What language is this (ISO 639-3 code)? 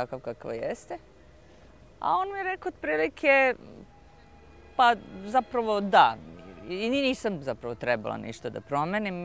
srp